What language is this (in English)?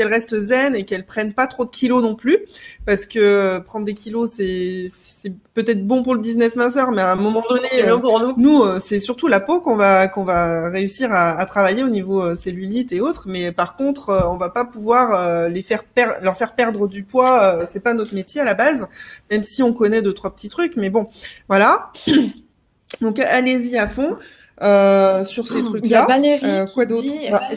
French